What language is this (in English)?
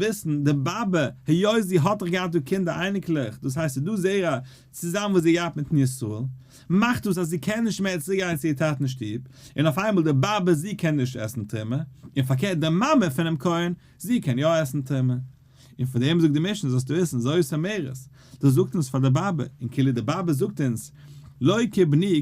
Yiddish